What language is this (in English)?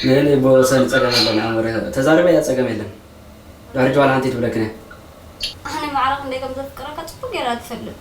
Tigrinya